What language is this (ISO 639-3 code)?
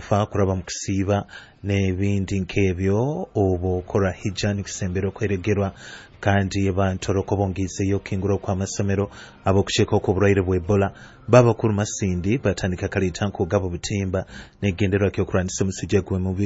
nyo